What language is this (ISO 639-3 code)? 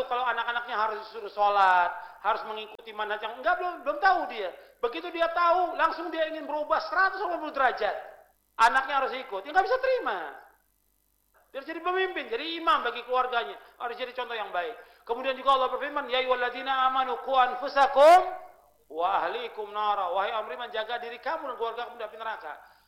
ind